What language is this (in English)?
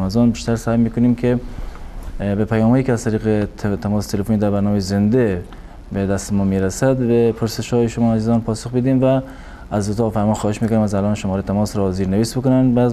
Persian